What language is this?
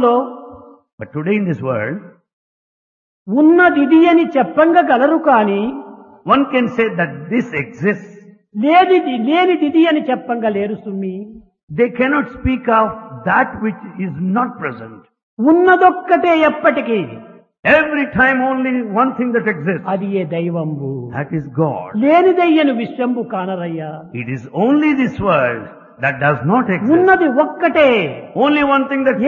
Telugu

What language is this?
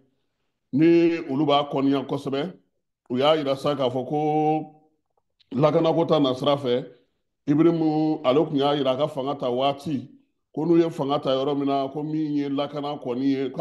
Bambara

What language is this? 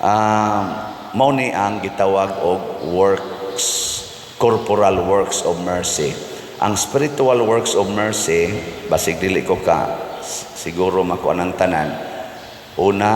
Cebuano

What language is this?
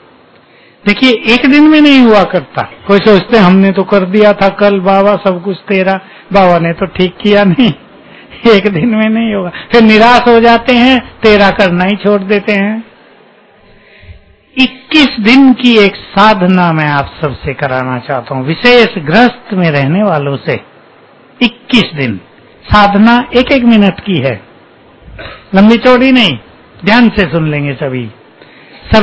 Hindi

